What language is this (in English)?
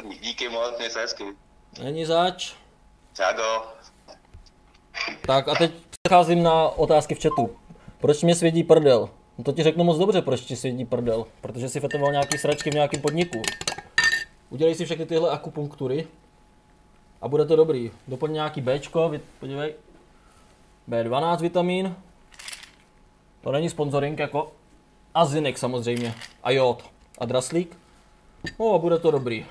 Czech